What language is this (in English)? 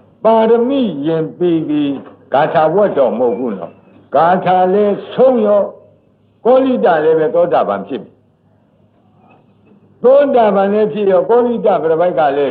Burmese